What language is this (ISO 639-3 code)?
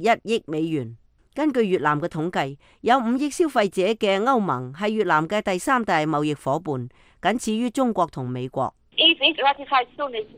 yue